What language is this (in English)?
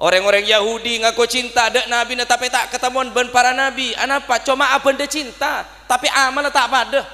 Madurese